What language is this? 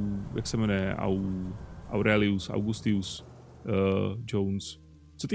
Czech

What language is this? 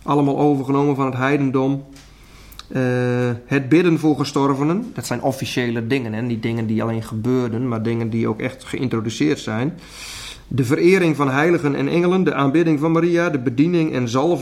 Dutch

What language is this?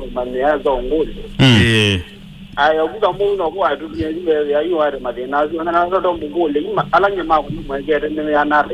Kamba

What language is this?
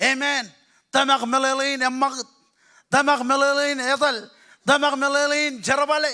Marshallese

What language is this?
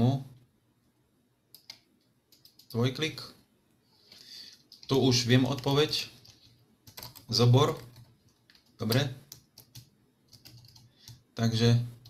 Slovak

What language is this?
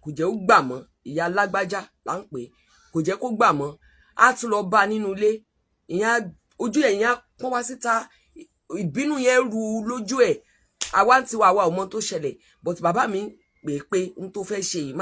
Yoruba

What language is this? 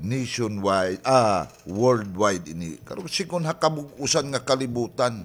Waray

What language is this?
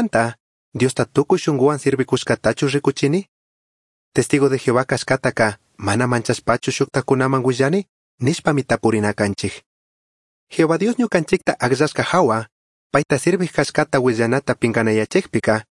Chimborazo Highland Quichua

